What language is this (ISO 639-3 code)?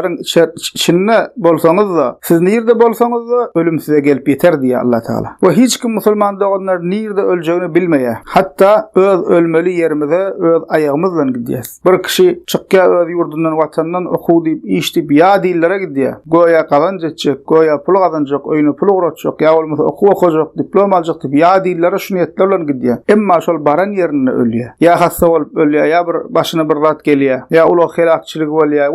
tuk